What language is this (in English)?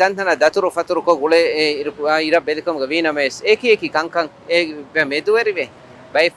Divehi